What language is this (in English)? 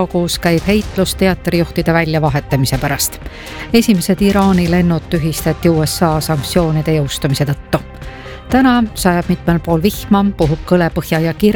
Estonian